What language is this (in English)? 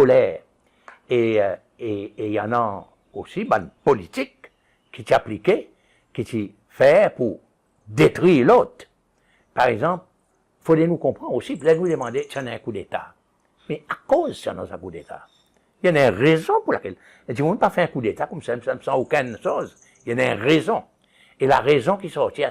Seselwa Creole French